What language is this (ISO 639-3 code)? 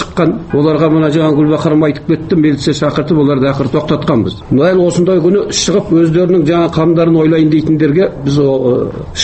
kaz